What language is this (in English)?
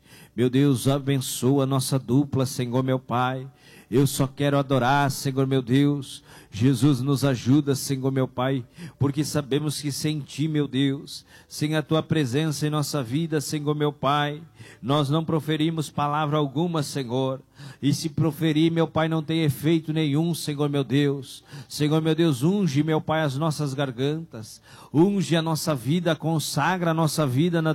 Portuguese